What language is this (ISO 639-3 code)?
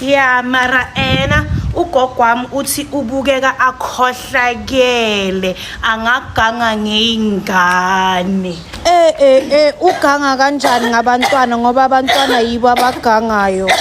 zul